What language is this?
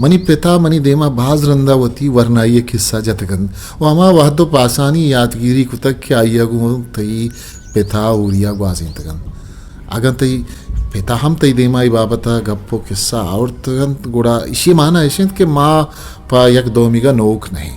Eastern Balochi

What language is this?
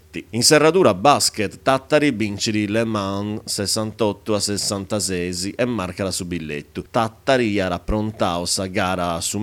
Sardinian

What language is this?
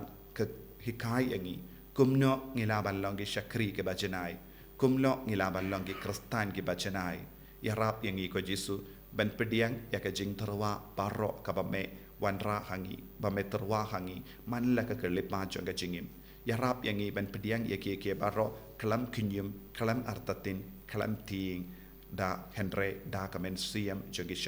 Khasi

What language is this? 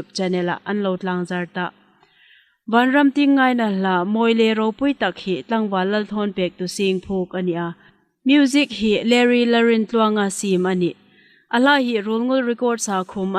Hmar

